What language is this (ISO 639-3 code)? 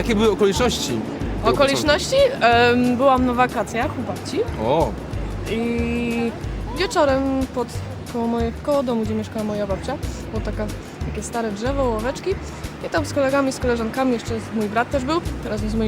szl